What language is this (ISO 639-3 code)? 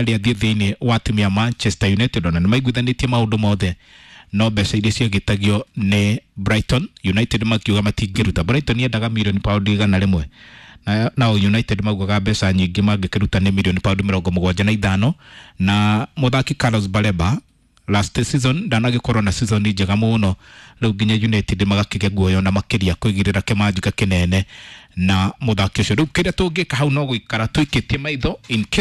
kik